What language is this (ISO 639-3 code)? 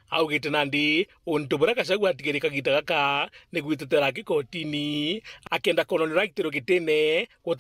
mer